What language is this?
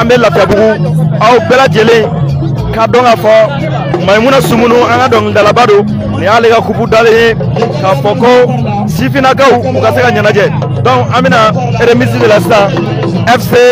Bambara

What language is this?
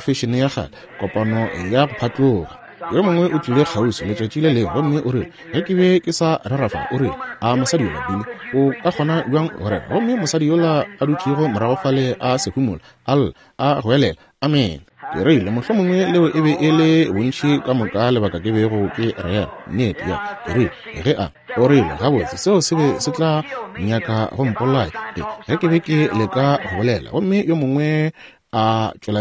Northern Sotho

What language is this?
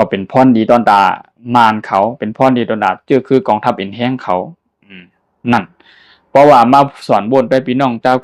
Shan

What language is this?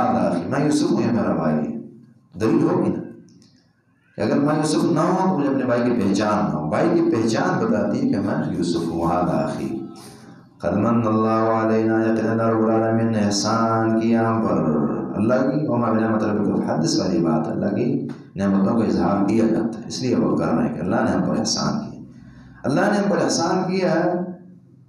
Urdu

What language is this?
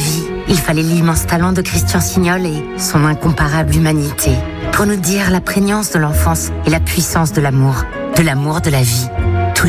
French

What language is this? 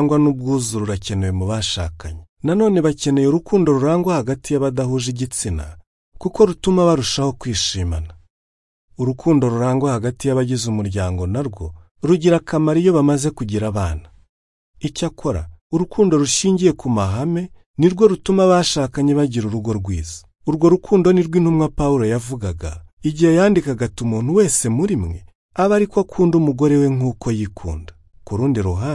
Kinyarwanda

